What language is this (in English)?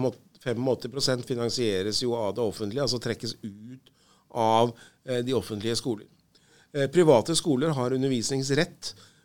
Norwegian